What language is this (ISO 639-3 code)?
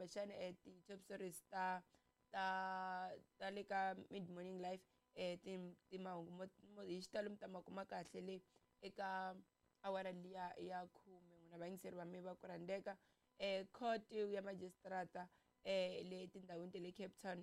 tso